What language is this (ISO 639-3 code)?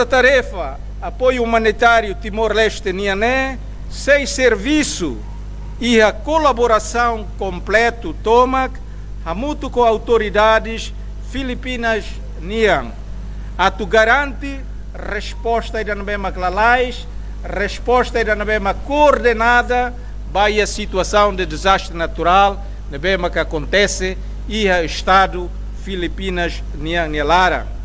tet